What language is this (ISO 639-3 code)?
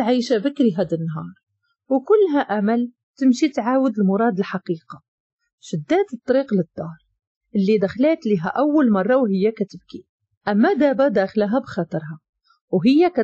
ary